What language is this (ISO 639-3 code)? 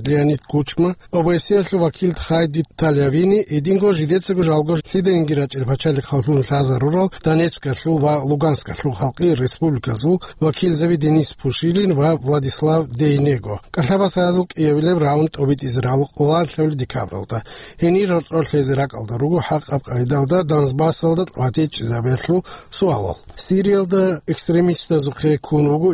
ava